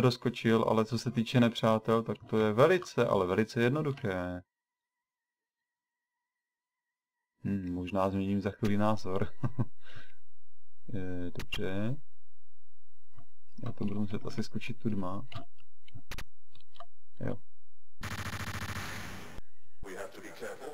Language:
Czech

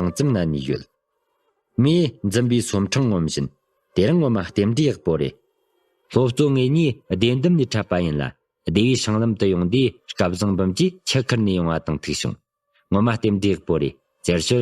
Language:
Tibetan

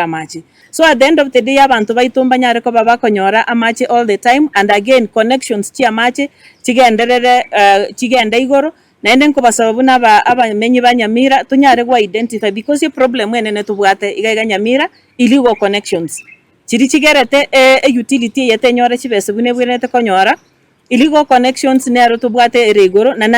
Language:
Gusii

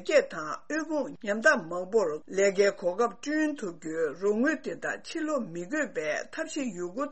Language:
Tibetan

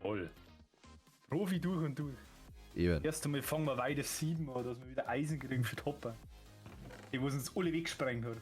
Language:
Bavarian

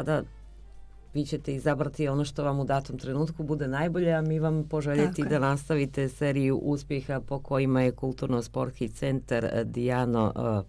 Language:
Croatian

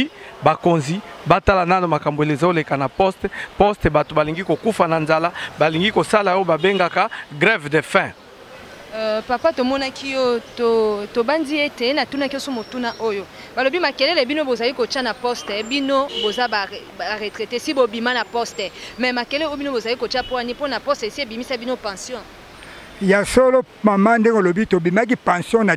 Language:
Lingala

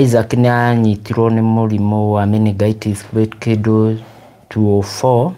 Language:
Kikuyu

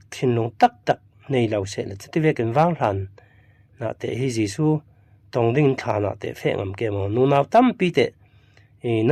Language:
Falam Chin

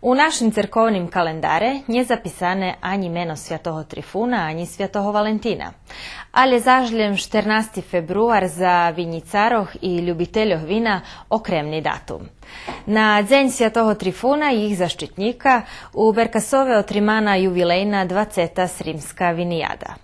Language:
Rusyn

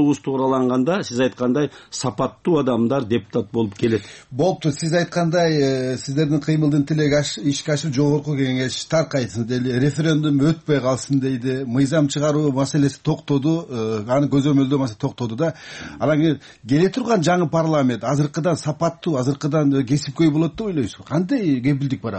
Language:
Kyrgyz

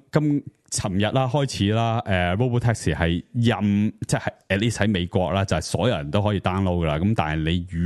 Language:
Cantonese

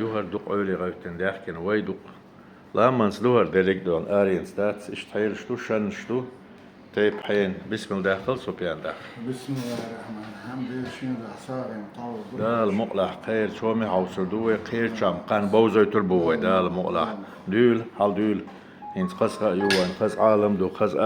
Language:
Chechen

